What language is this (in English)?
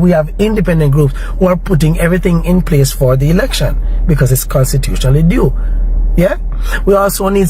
Jamaican Creole English